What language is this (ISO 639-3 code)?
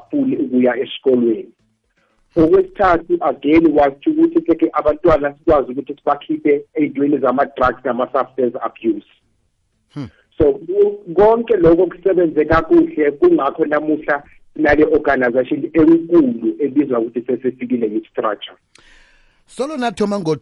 nbl